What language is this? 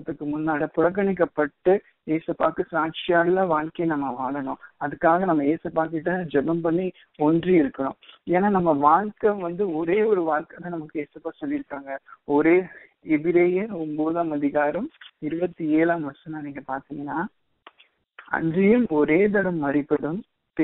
Tamil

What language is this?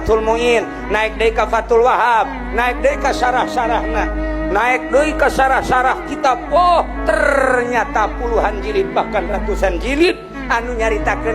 Sundanese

